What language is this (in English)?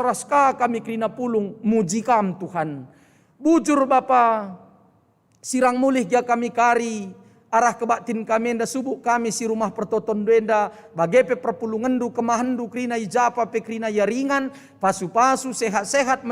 Batak Karo